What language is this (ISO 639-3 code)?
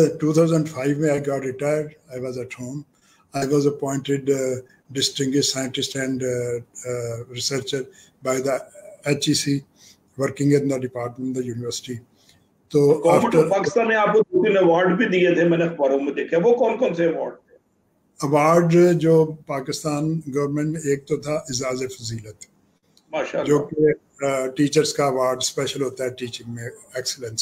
urd